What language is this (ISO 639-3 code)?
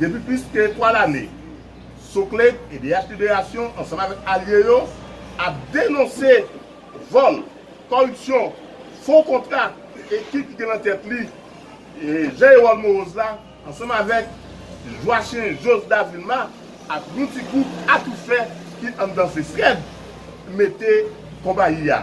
hat